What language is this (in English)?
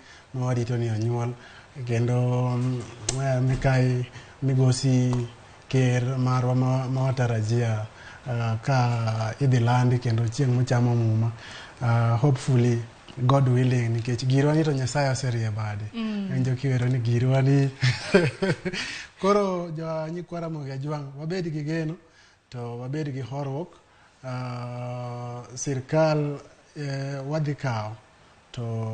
Luo (Kenya and Tanzania)